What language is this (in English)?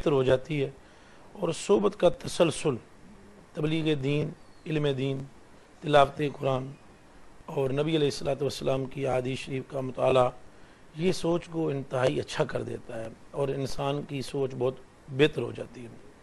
Urdu